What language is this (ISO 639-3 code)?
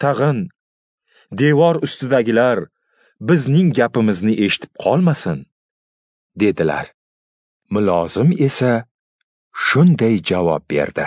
uzb